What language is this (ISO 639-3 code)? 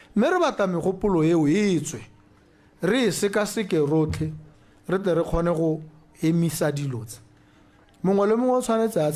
tsn